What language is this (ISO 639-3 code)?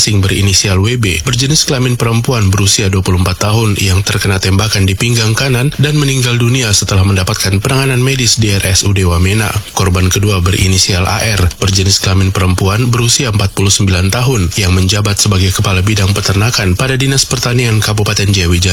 ind